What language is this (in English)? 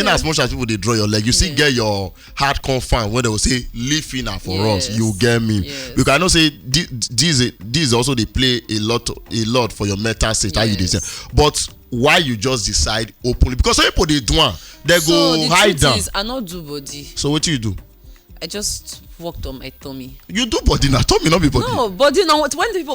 Nigerian Pidgin